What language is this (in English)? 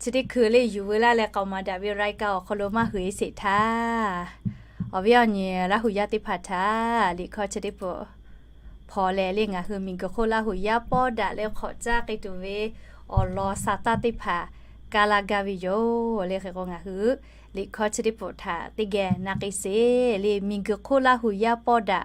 Lahu